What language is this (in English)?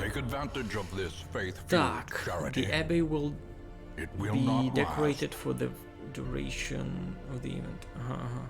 Rusyn